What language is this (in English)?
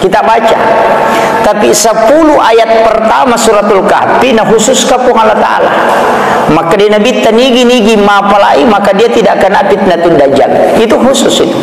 Buginese